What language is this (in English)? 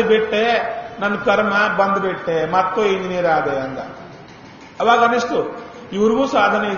Kannada